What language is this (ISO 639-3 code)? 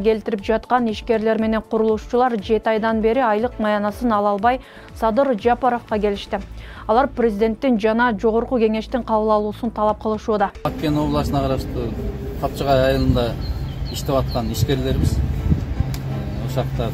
kir